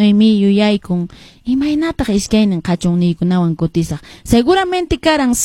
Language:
Quechua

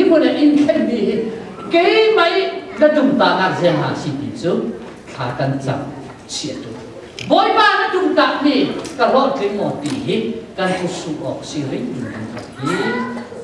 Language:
Falam Chin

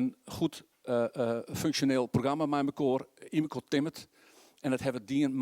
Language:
Western Frisian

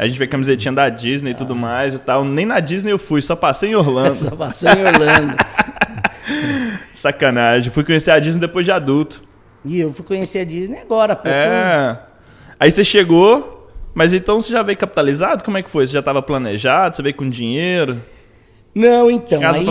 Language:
Portuguese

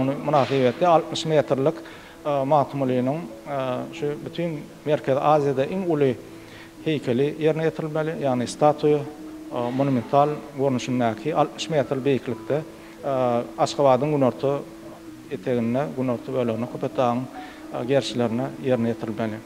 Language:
Turkmen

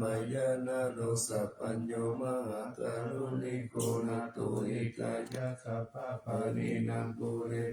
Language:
Pali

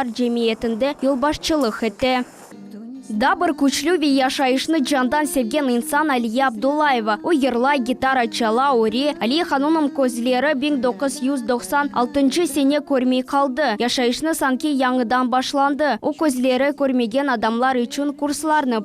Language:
Crimean Tatar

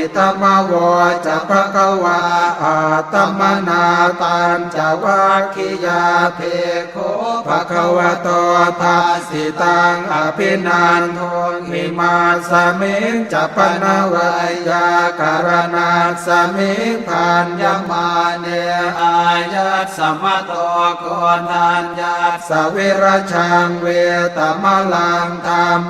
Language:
Pali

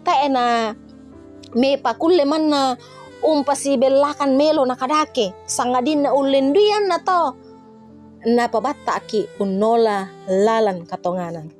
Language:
Toraja-Sa'dan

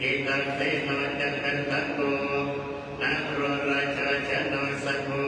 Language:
Pali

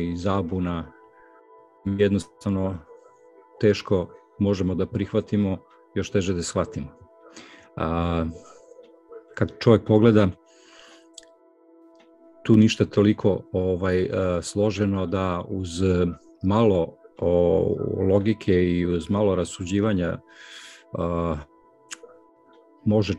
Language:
Serbian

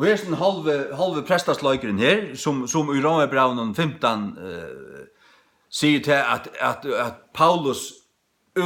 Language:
Faroese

